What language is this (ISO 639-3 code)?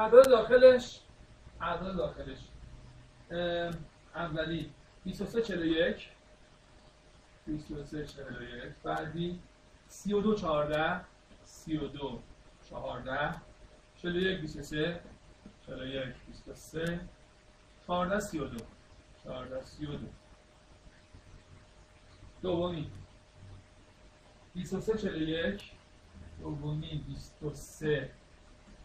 fas